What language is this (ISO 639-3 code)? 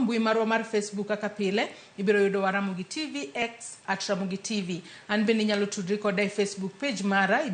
luo